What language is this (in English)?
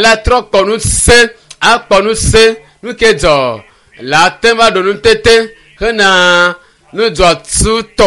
Ewe